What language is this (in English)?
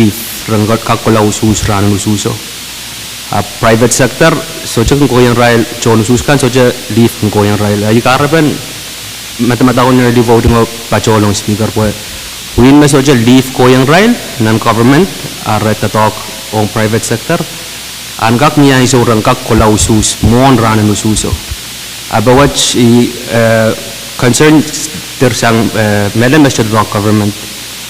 Pohnpeian